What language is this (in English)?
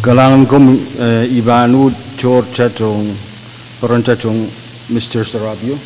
Pohnpeian